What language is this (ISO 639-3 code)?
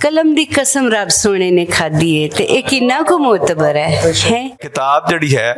lah